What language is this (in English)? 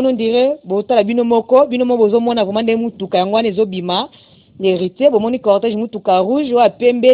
Lingala